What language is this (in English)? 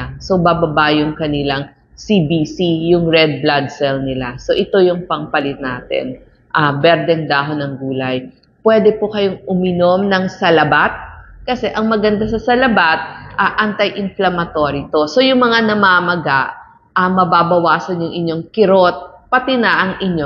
Filipino